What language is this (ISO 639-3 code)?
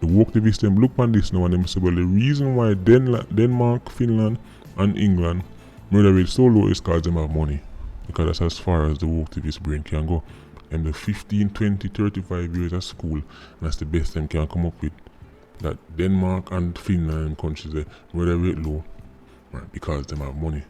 jam